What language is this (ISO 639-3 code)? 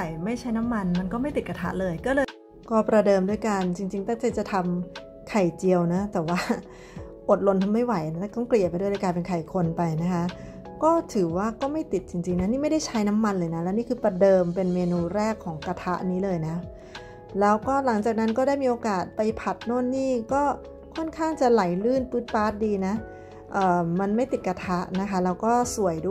tha